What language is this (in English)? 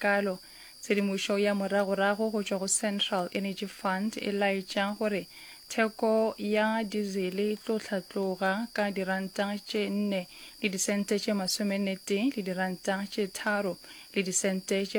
Northern Sotho